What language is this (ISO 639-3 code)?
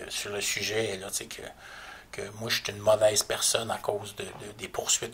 fra